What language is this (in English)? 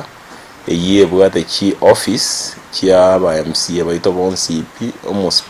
Gusii